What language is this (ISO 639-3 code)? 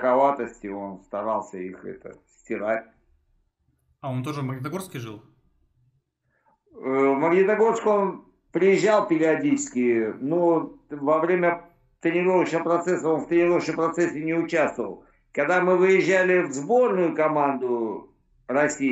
rus